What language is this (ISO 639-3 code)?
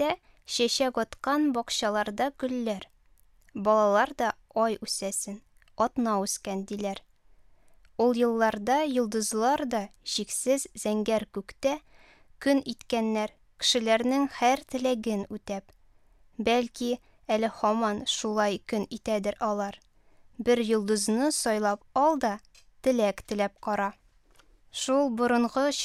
tat